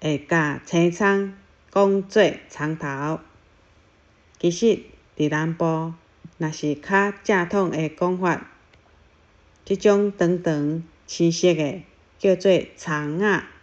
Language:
Min Nan Chinese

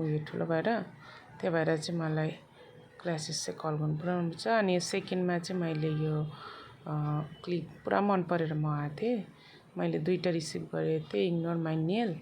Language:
Nepali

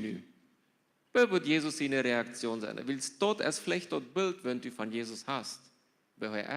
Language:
Plautdietsch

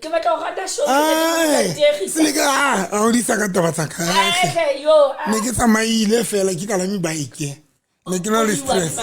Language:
Southern Sotho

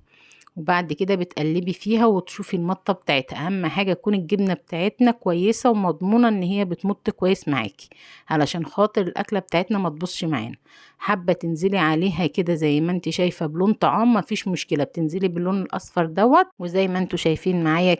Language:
Egyptian Arabic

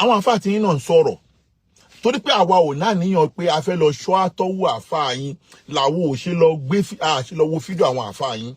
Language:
Yoruba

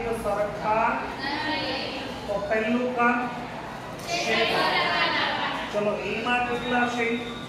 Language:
Gujarati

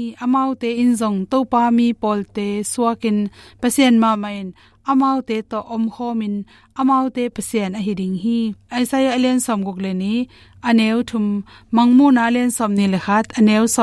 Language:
Tedim Chin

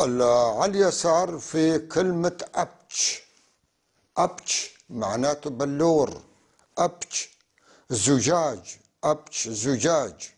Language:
North Levantine Arabic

